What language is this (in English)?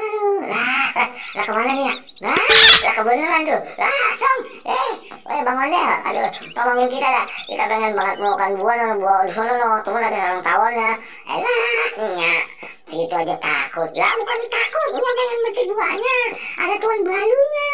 Betawi